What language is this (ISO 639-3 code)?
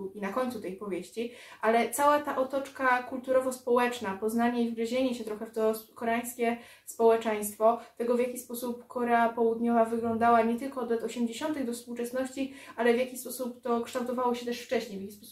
pol